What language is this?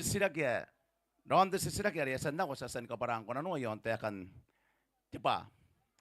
Gilbertese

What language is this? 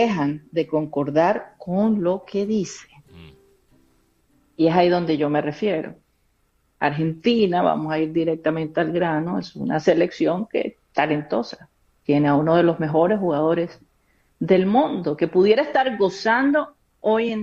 Spanish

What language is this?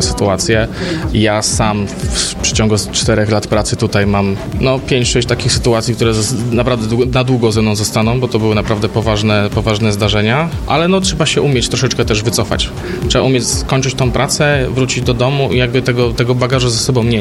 Polish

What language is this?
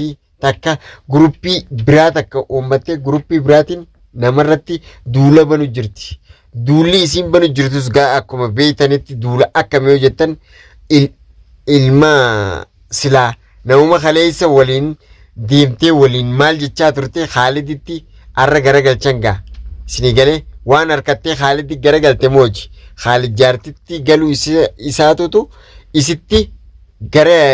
Oromo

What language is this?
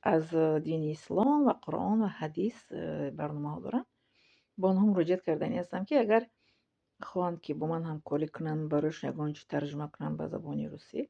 Tajik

